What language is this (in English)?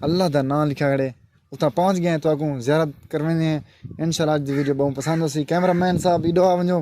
Saraiki